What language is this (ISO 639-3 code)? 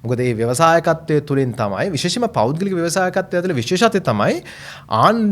sin